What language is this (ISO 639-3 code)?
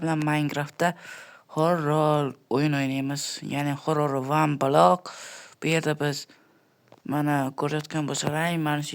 uzb